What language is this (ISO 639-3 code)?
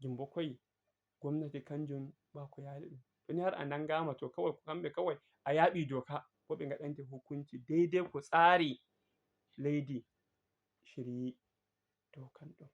ful